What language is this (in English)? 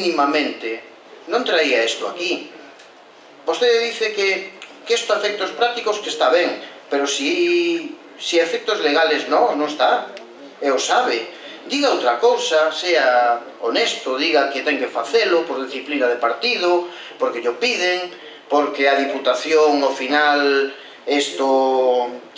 Galician